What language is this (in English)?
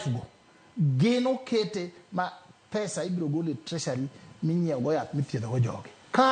Luo (Kenya and Tanzania)